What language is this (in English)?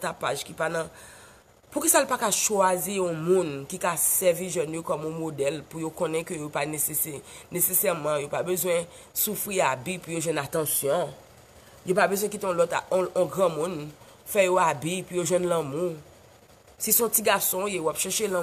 Haitian Creole